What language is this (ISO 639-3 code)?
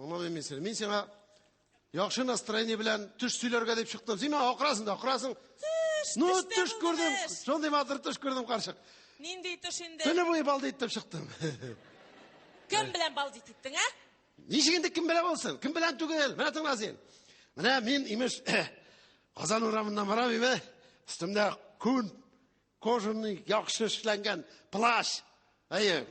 tat